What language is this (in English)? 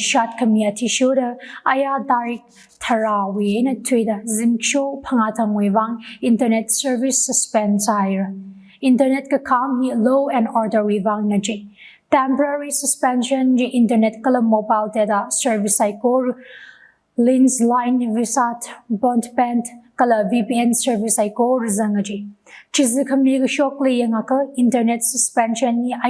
Tangkhul Naga (India)